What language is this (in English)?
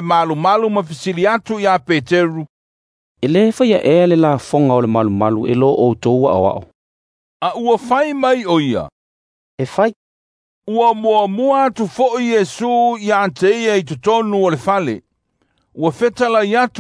Samoan